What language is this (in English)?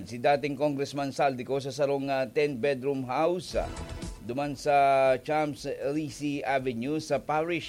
Bikol